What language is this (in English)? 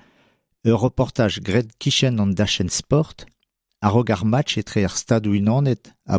Breton